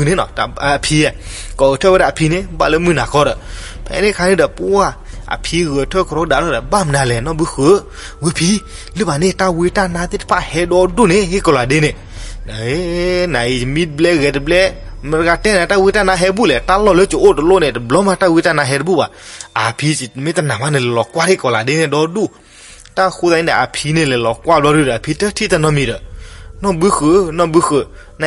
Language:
S'gaw Karen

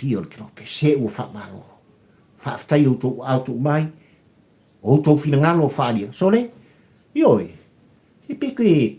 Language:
Samoan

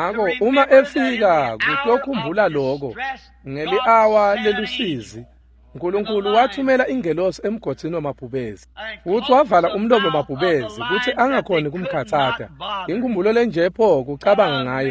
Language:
Swati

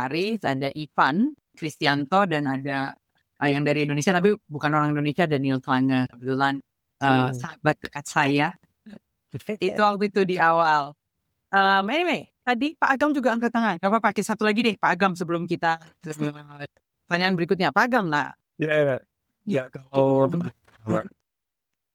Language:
Indonesian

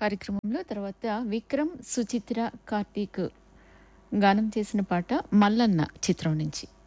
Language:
Telugu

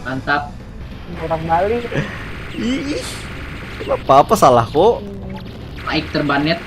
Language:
Banjar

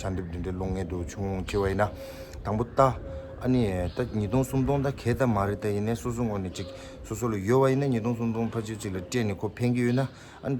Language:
Tibetan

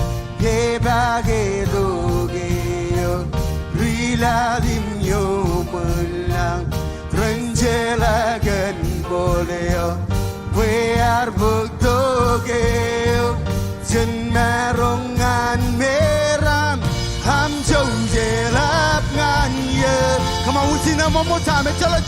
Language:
Marshallese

